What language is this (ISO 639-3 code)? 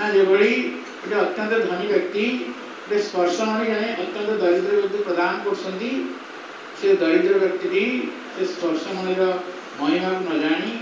ori